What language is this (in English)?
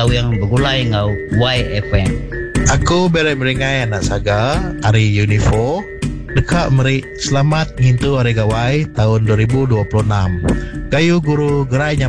Iban